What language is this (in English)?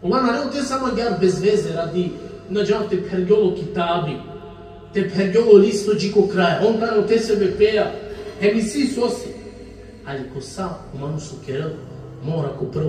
Balkan Romani